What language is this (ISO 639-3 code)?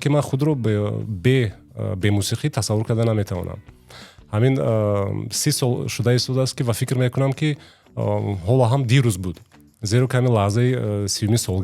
tgk